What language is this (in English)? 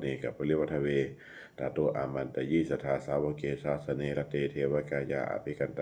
Pali